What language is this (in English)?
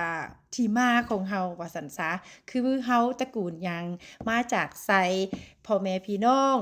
Lao